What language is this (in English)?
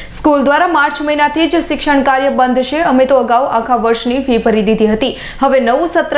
Gujarati